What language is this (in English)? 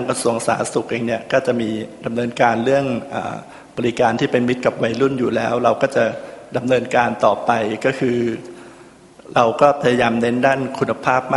Thai